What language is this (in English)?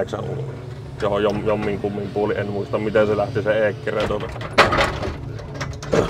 Finnish